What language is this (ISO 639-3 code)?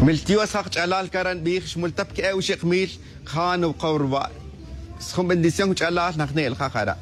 tzj